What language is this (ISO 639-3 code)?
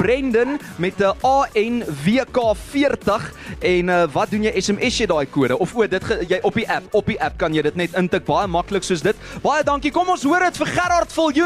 afr